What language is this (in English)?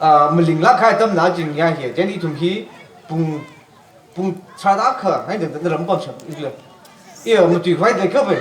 Tangkhul Naga (India)